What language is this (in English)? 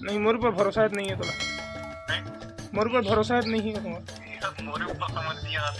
Chhattisgarhi